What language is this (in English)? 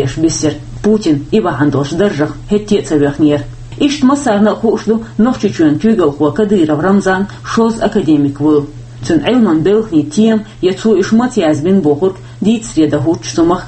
Chechen